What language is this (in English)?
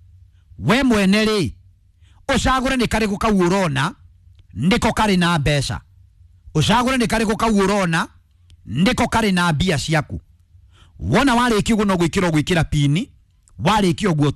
Kikuyu